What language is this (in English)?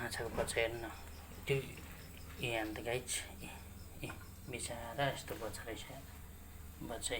Nepali